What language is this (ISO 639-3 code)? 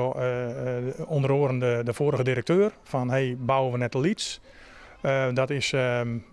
fry